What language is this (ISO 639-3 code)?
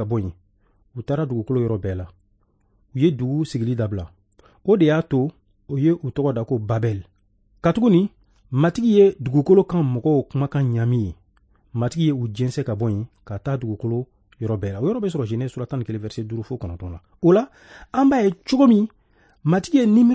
bam